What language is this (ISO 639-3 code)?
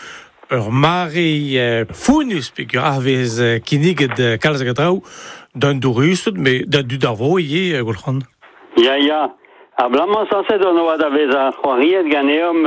bre